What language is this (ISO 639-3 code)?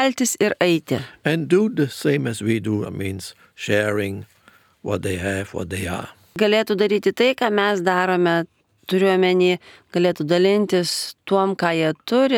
lit